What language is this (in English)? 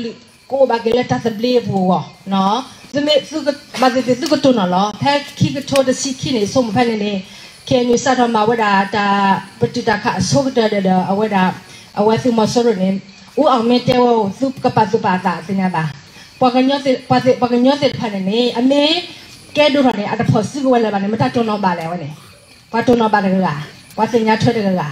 S'gaw Karen